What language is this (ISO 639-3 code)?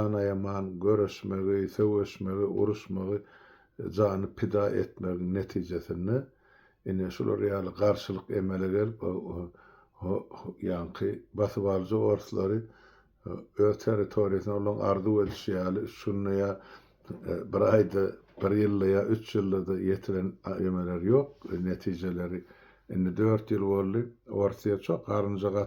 tuk